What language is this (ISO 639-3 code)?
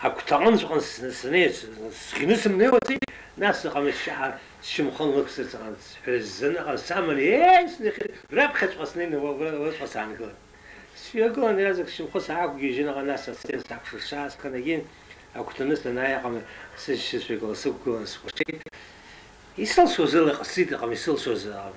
abk